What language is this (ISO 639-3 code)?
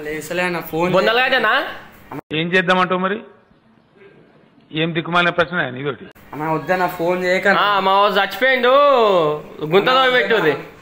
tel